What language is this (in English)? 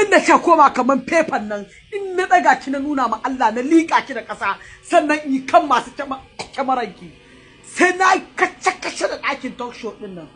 Hausa